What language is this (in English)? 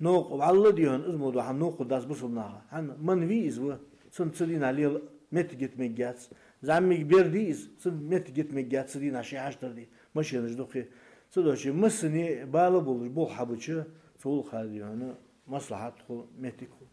Ingush